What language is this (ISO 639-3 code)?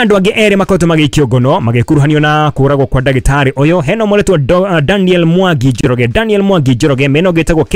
kik